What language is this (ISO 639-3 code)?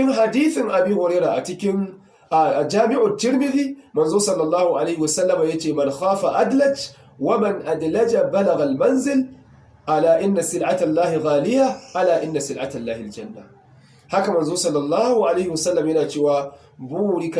hau